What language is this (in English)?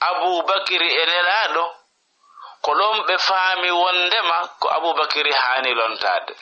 Fula